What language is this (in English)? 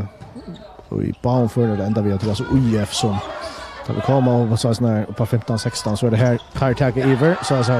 Faroese